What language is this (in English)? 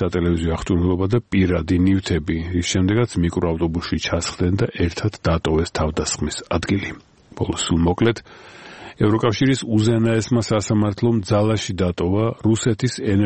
Georgian